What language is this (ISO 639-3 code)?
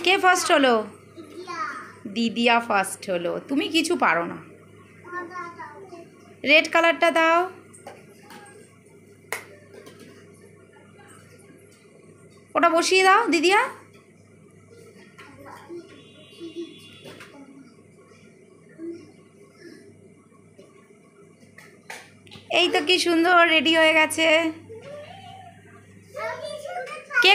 ben